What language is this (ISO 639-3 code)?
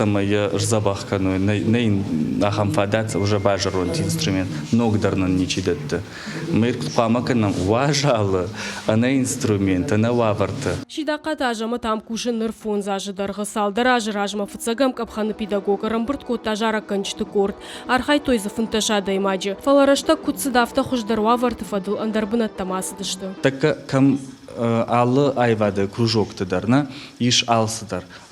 oss